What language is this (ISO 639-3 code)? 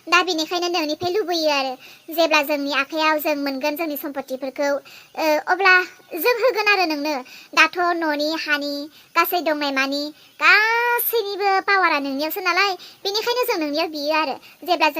brx